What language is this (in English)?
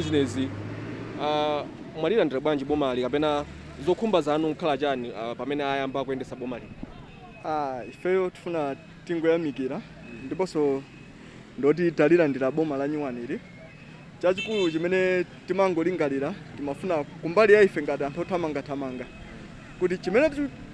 Nyanja